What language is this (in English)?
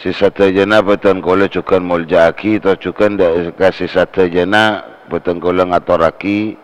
Madurese